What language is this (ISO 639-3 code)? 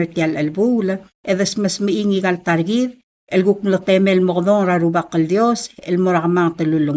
pau